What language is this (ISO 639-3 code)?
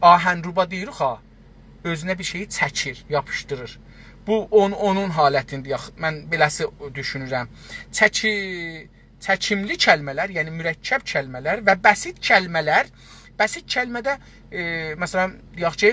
azb